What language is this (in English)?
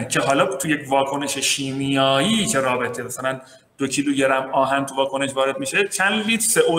Persian